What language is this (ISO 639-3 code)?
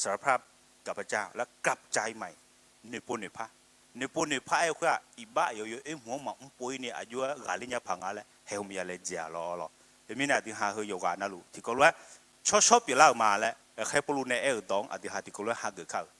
ahk